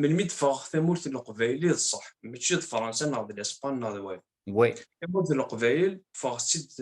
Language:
Kabyle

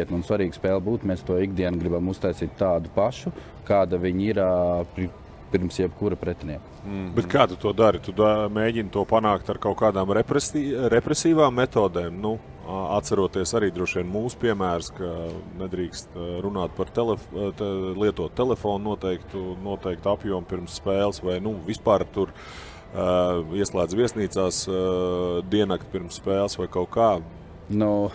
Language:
Latvian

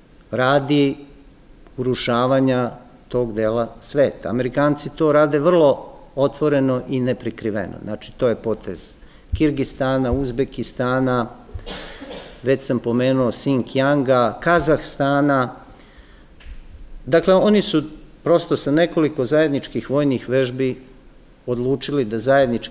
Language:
Serbian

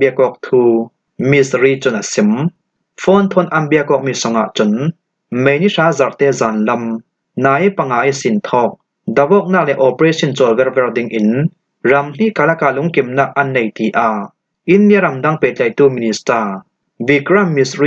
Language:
Falam Chin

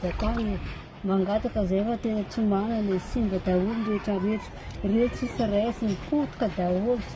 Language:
Malagasy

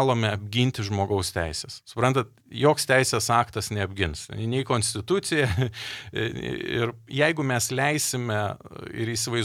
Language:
Lithuanian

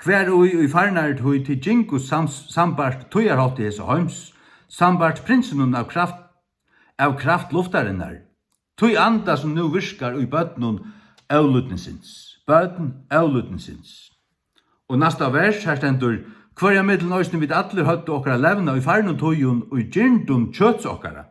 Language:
Faroese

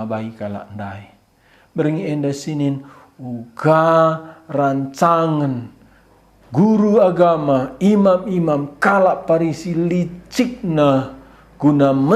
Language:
Batak Karo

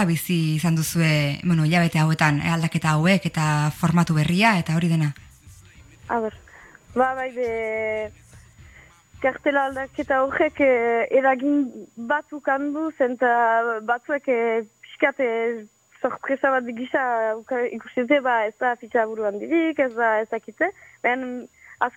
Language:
Basque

